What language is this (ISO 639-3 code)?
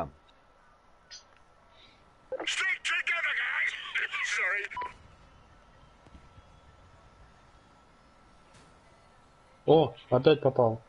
rus